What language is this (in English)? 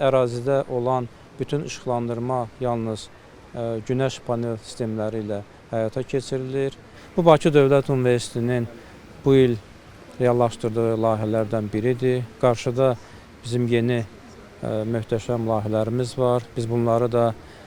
Azerbaijani